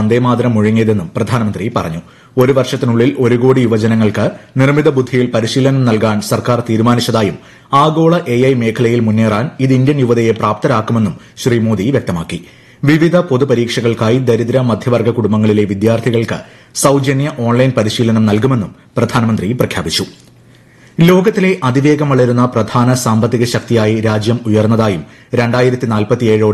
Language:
Malayalam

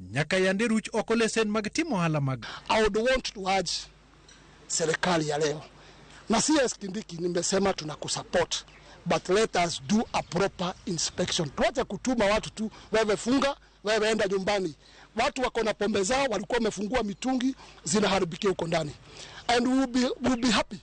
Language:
Luo (Kenya and Tanzania)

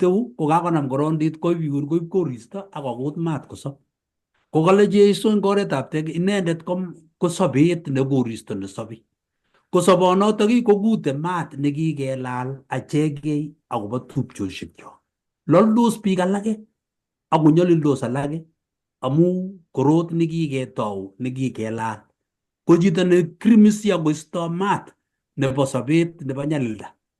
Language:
Kalenjin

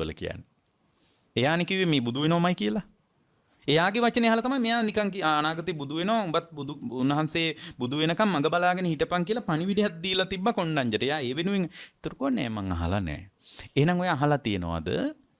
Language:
Sinhala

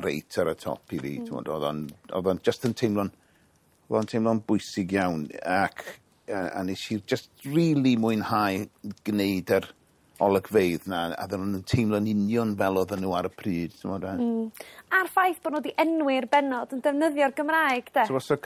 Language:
Welsh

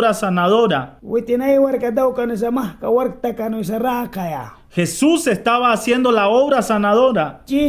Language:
Mískito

